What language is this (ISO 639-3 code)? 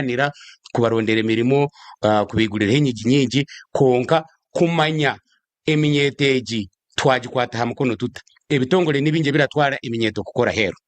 nyn